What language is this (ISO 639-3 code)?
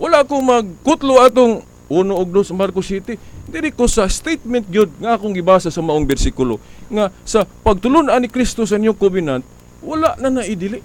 ceb